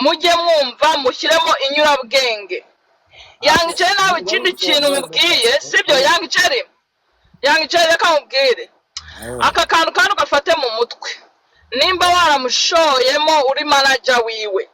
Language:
Kinyarwanda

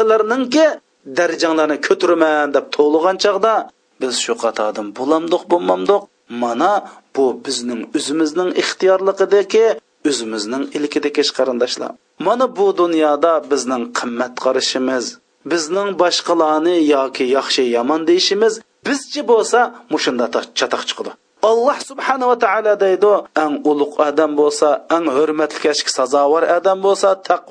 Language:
Uyghur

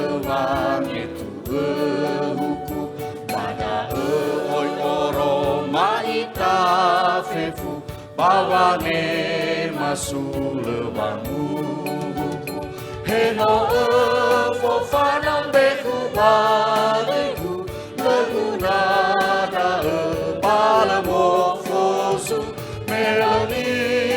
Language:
Nias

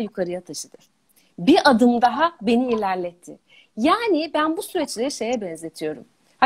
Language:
Turkish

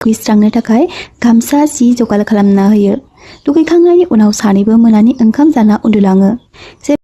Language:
Bodo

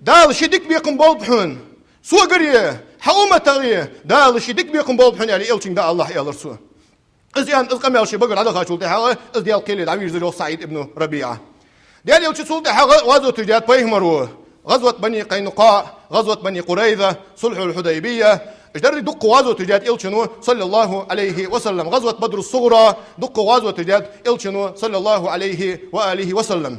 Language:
Ingush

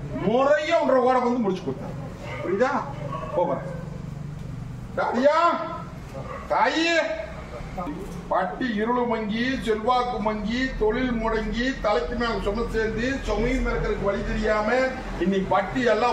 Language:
Tamil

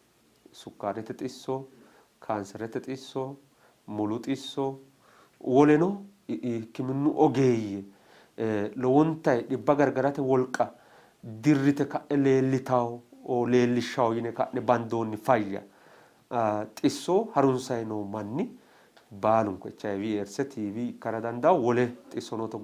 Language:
Sidamo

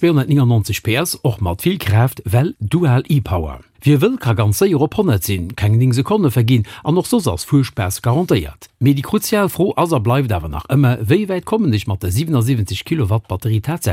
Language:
Luxembourgish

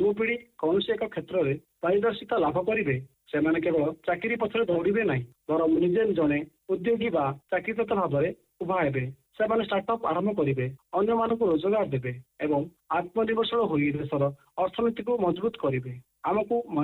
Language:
Odia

